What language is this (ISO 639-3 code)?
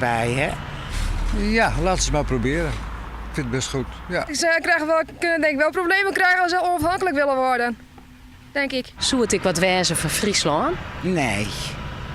fry